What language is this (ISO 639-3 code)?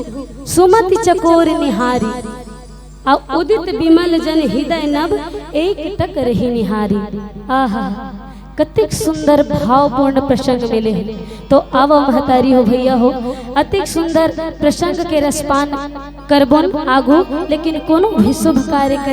hne